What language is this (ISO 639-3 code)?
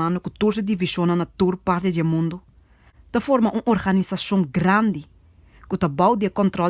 pap